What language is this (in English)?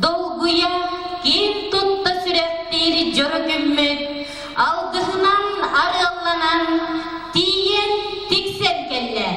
Yakut